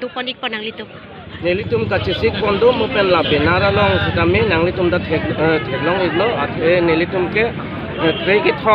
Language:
Karbi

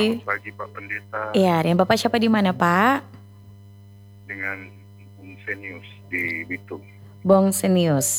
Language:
Indonesian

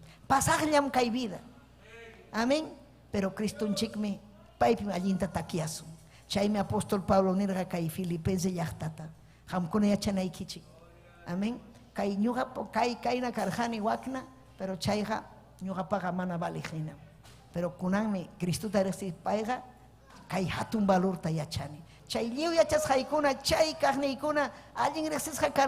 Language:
Ayacucho Quechua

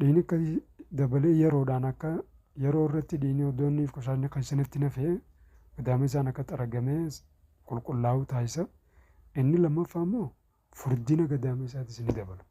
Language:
Oromo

